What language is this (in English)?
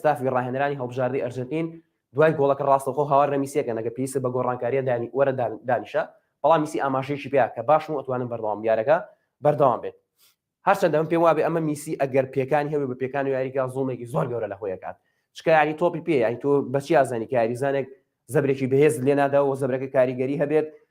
Central Kurdish